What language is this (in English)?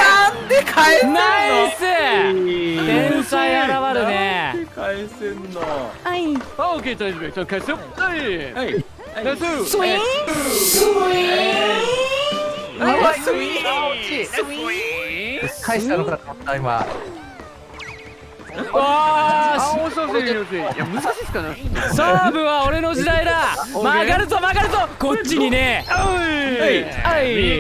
Japanese